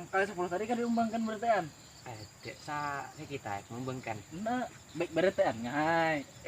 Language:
Banjar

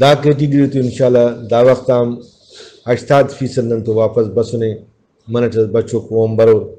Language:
Brahui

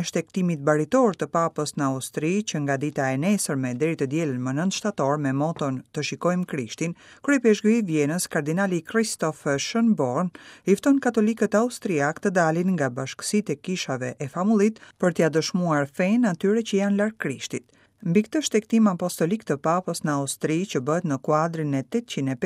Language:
Albanian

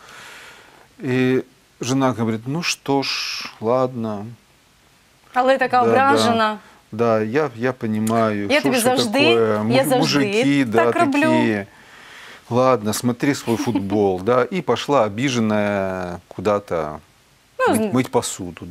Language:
Russian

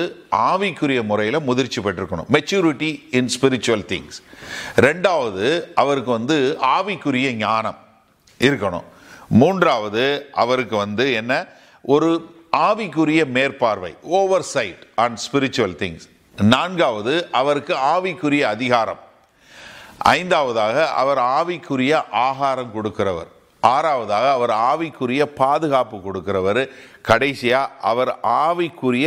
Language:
Tamil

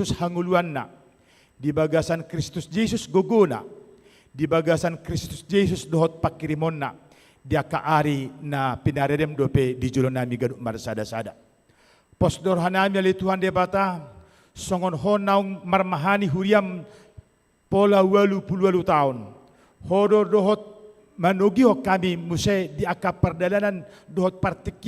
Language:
Batak Toba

